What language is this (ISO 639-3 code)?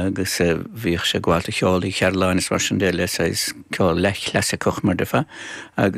gle